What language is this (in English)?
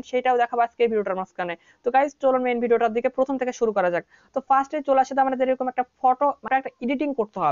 Bangla